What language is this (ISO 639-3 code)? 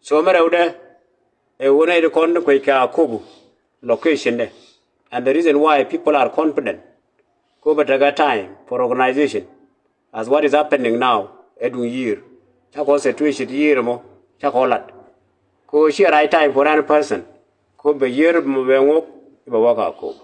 nus